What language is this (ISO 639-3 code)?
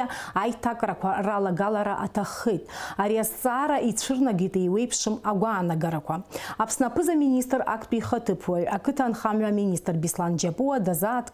abk